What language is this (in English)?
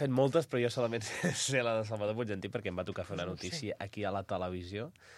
Catalan